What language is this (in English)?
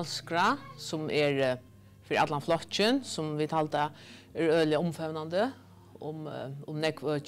Faroese